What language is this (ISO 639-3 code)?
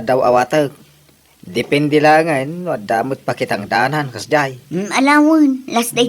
ilo